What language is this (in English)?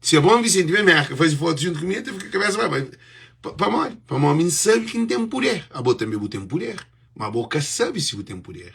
Kabuverdianu